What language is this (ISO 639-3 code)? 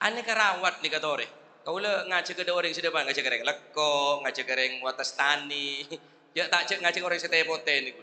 mad